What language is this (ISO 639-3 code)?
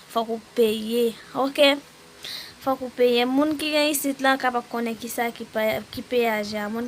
hat